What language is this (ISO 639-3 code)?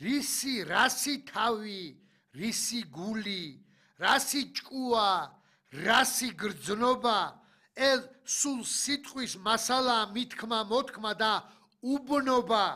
kat